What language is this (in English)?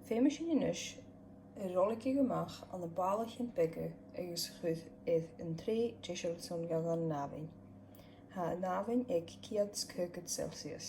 Scottish Gaelic